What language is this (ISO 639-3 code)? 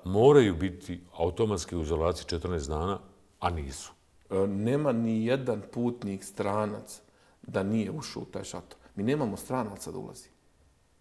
bos